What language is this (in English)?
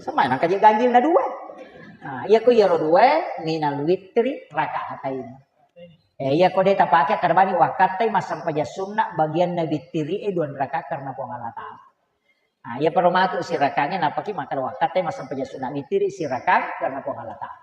Buginese